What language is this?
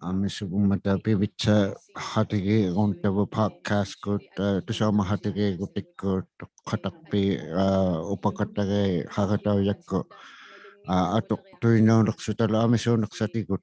Inuktitut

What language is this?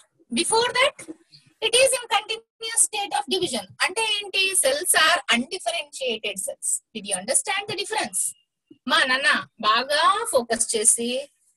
Telugu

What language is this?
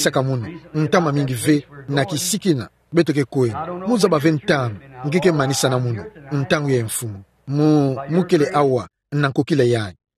Kituba (Democratic Republic of Congo)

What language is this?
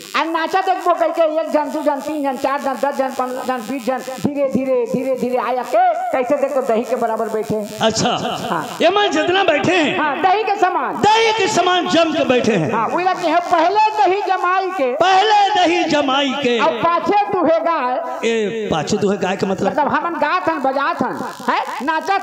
Chhattisgarhi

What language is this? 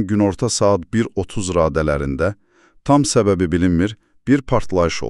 Azerbaijani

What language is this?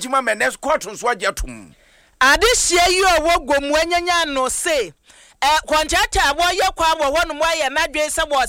Akan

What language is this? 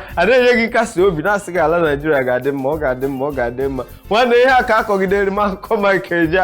Igbo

